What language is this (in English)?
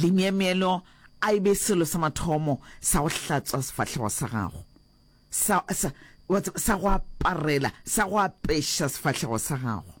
Northern Sotho